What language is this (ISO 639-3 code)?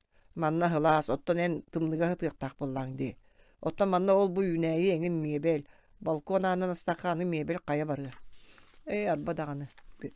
sah